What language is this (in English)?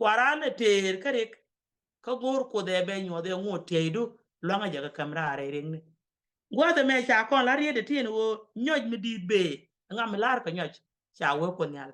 Nuer